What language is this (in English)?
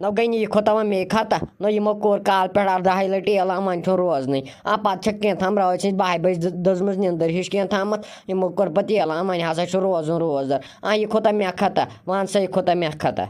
Kashmiri